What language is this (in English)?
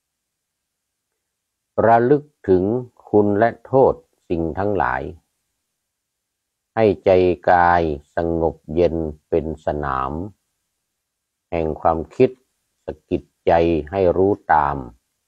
Thai